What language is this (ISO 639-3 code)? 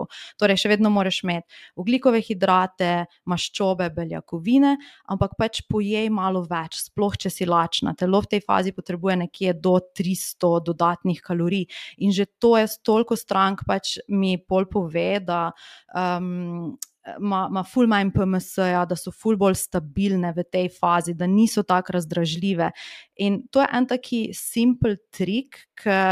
slv